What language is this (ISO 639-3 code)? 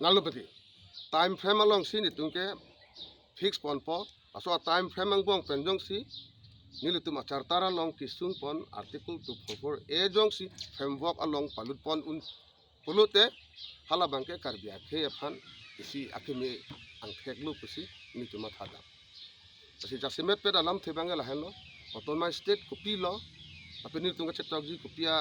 mjw